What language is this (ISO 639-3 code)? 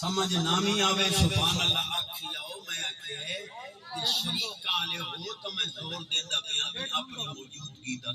skr